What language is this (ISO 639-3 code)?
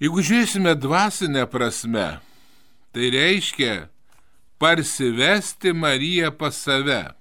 lit